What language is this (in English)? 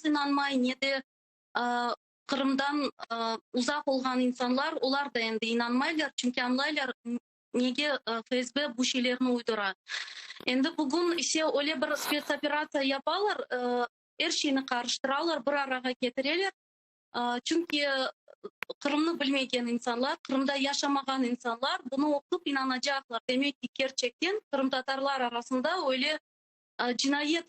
Crimean Tatar